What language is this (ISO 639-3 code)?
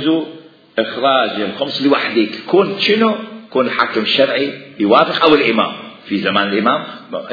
acm